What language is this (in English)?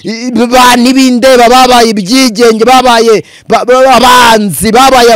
Kinyarwanda